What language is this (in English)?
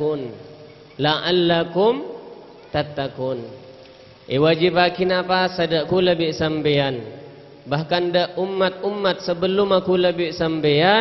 Madurese